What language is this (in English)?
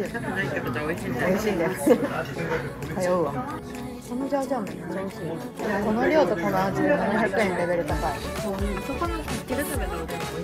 Japanese